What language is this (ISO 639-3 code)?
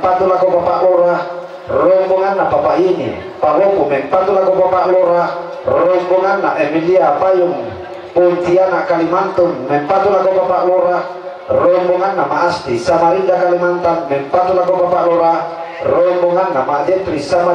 sda